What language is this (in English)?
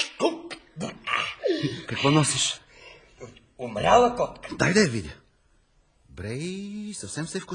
Bulgarian